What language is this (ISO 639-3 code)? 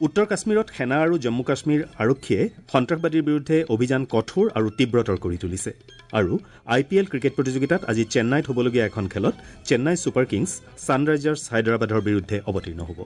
asm